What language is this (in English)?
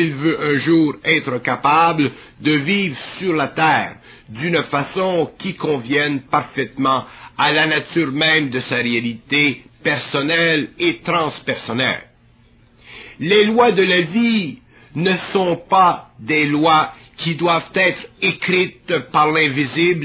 French